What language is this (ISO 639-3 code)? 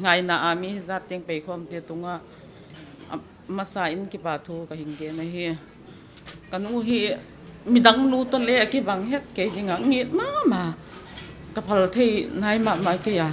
pck